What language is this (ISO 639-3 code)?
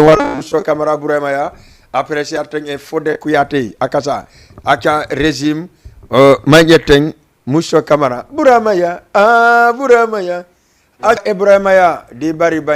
ful